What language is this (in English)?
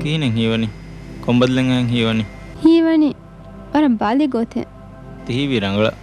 Divehi